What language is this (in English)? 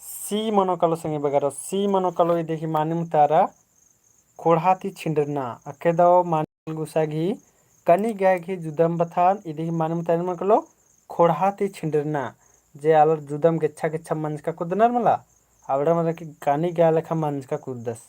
Kurukh